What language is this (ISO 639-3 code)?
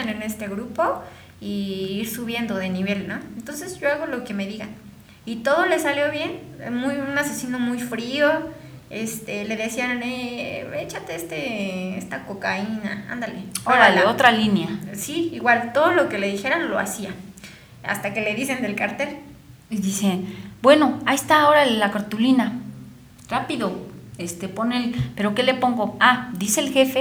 spa